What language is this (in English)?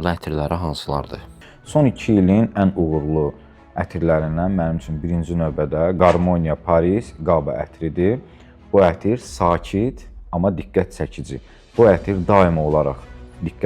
Azerbaijani